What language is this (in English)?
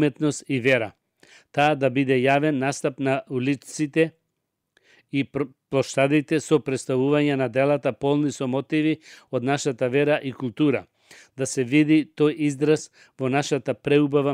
Macedonian